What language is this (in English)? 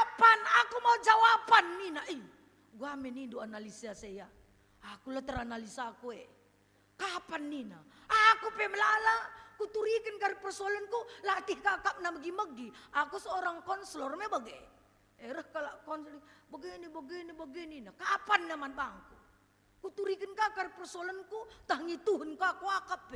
Batak Karo